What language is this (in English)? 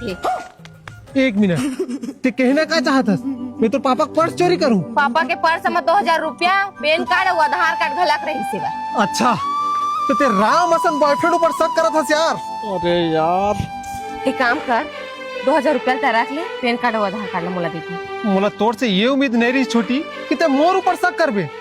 Chhattisgarhi